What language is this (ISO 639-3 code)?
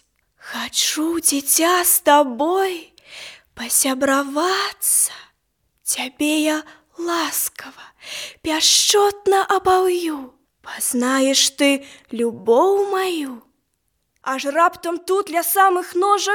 bel